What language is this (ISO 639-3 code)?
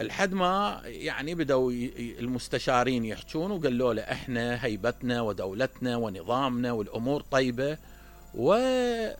acm